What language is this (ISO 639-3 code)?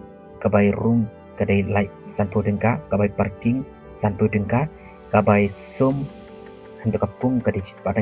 kha